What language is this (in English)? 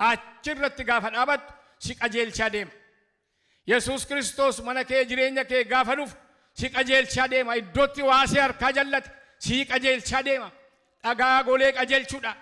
Oromo